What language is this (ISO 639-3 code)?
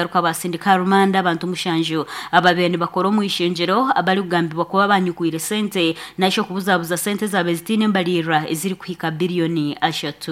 nyn